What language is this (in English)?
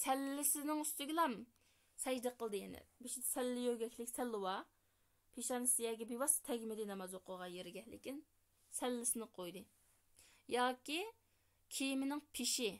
Uyghur